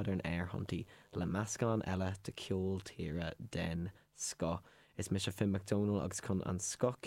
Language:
Irish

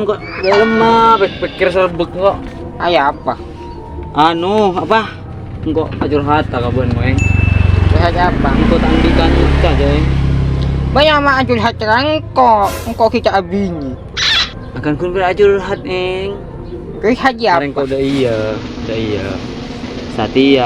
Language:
Madurese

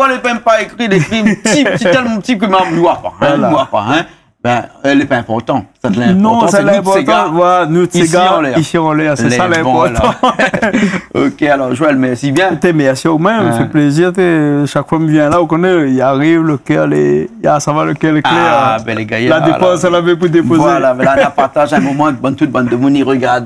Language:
Réunion Creole French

